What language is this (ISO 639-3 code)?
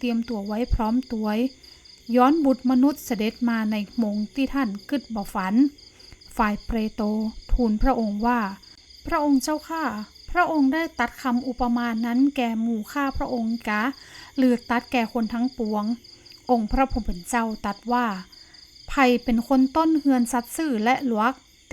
nod